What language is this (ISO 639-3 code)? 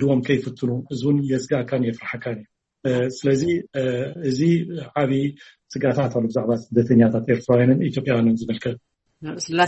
tir